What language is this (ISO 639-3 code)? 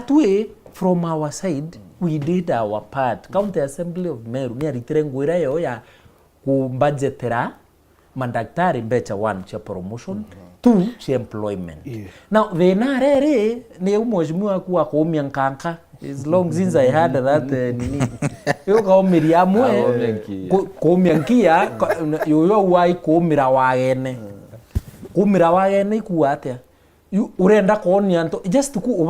mer